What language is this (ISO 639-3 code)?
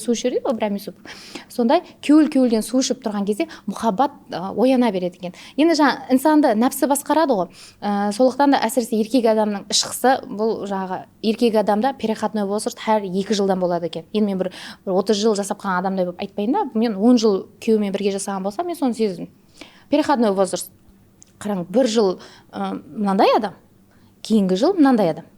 kaa